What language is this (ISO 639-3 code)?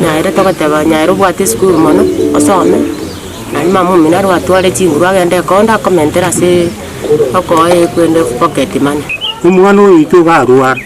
guz